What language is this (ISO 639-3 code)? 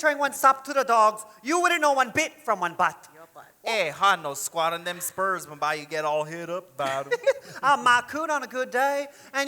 haw